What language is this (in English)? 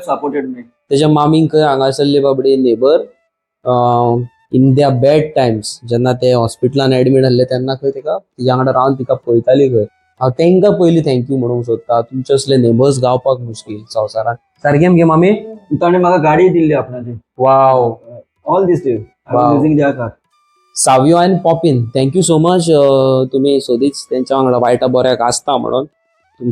Konkani